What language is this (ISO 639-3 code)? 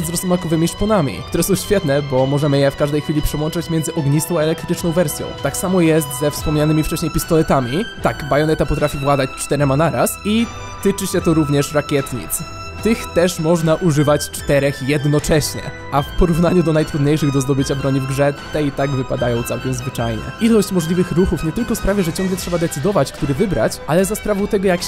pol